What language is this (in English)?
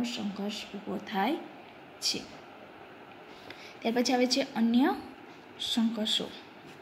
Gujarati